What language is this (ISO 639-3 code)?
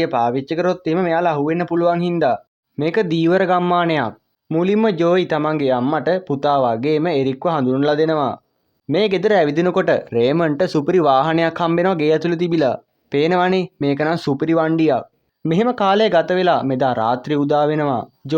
sin